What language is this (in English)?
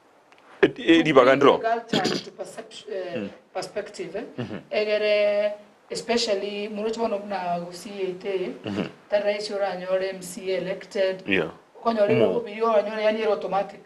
Gusii